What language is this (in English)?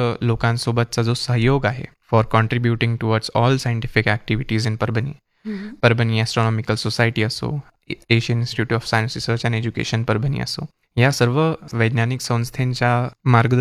Marathi